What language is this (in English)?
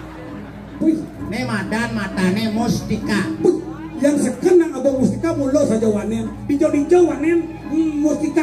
Balinese